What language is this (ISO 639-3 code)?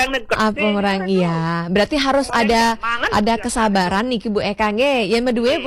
ban